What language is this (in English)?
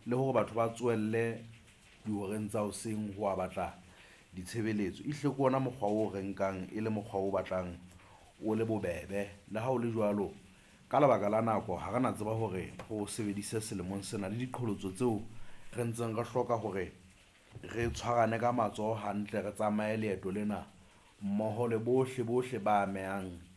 Southern Sotho